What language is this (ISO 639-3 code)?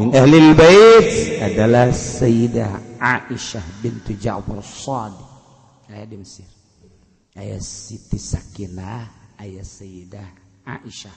sun